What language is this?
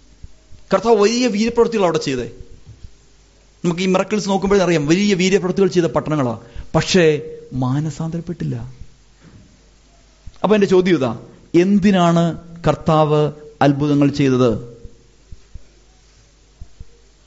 Malayalam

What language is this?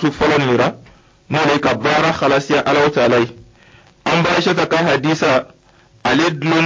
Dyula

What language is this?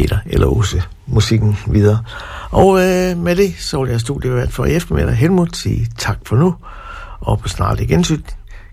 Danish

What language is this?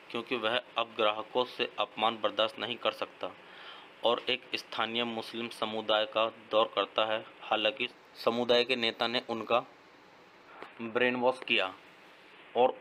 Hindi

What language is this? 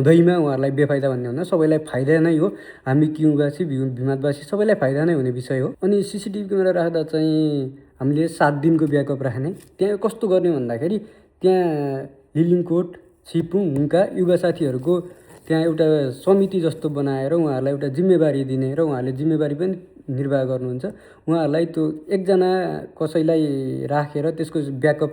Nepali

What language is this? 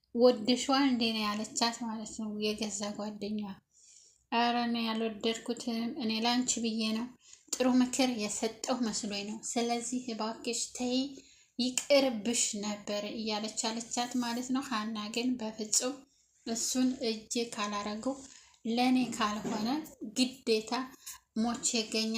Amharic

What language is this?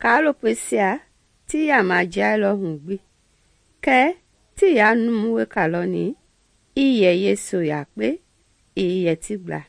Mende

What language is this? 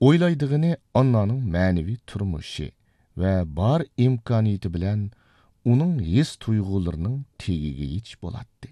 Uyghur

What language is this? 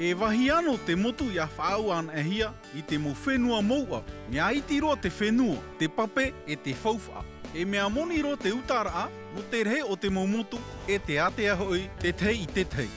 Tahitian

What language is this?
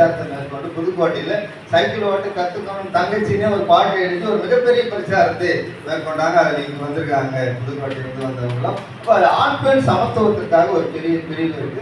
Tamil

